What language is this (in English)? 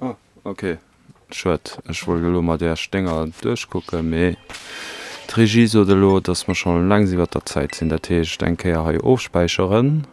Luxembourgish